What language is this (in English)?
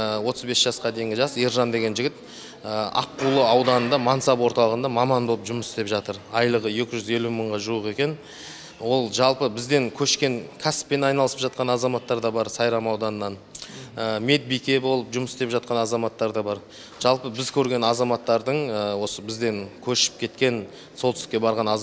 Kazakh